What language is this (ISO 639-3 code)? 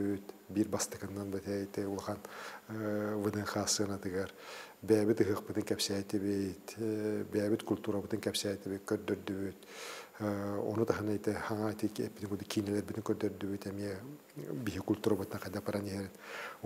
sah